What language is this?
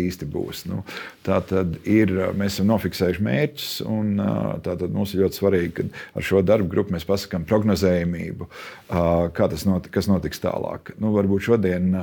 Latvian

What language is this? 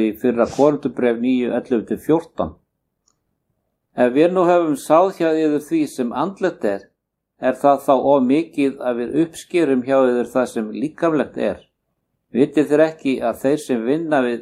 Icelandic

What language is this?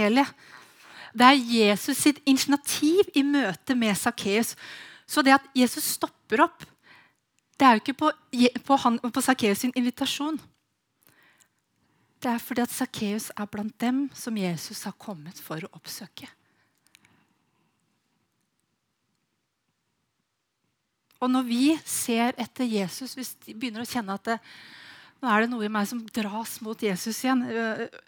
Norwegian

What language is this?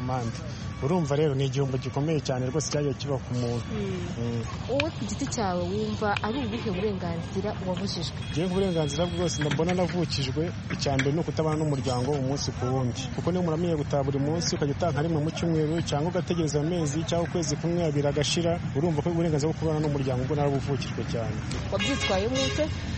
Kinyarwanda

